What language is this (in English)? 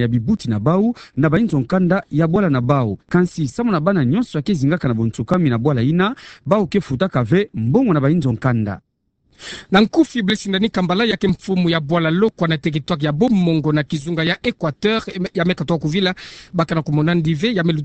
Kituba (Democratic Republic of Congo)